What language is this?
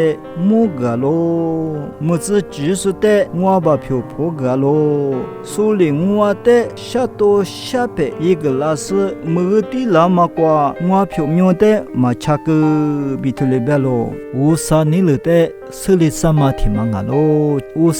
Lisu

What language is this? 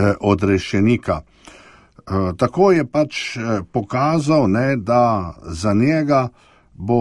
Slovenian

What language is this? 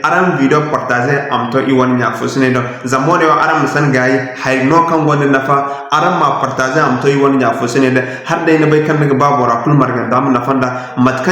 Zarma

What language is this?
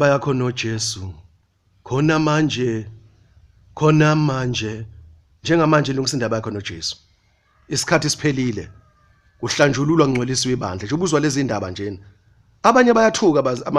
Zulu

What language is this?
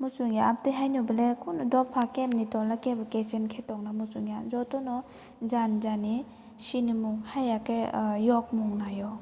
Kok Borok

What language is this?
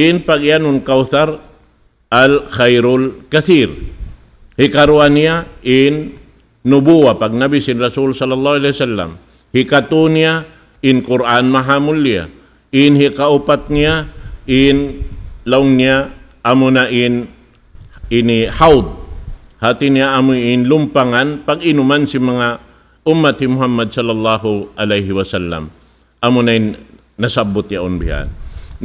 Tausug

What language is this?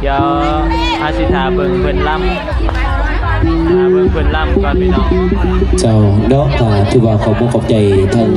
Northeastern Thai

